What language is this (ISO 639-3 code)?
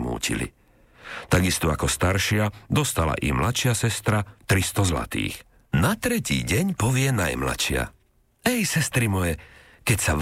slk